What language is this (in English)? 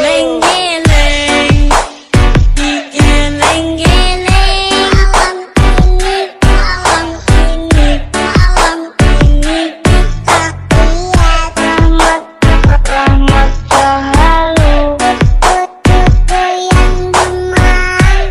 Indonesian